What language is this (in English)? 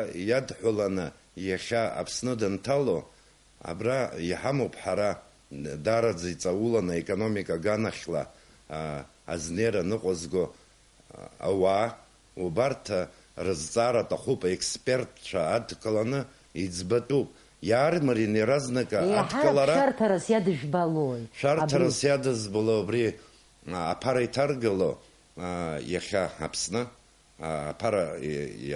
Abkhazian